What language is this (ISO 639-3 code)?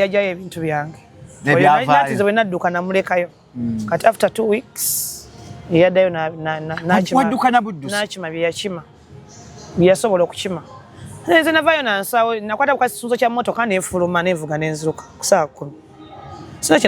lug